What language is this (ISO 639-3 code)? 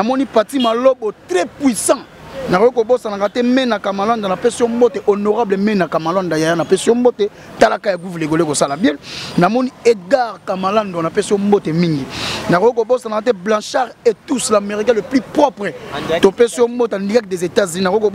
lin